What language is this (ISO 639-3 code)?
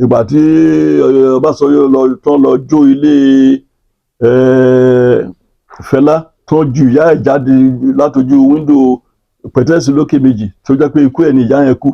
yor